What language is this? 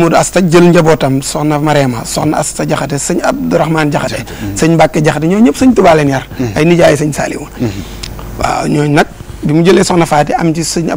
Wolof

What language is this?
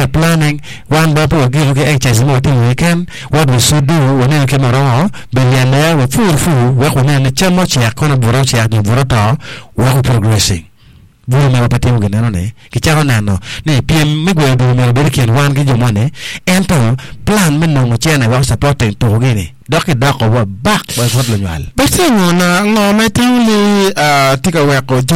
Acoli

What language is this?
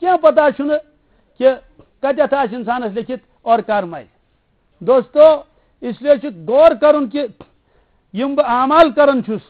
Kashmiri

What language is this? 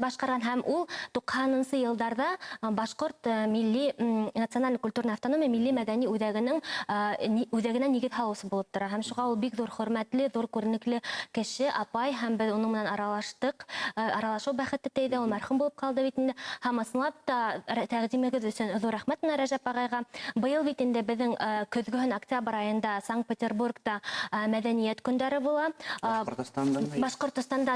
Bashkir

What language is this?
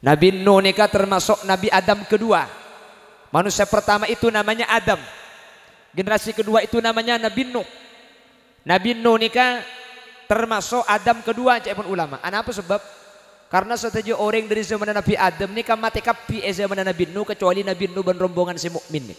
Madurese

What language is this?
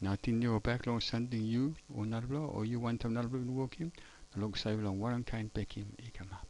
Tok Pisin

